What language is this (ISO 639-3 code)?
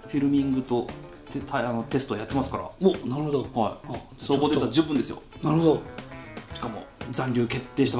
jpn